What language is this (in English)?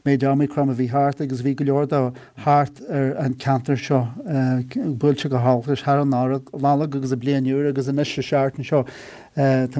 Irish